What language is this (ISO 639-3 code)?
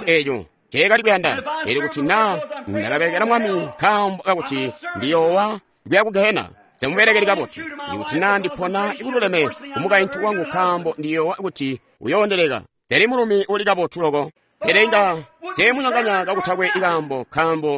toi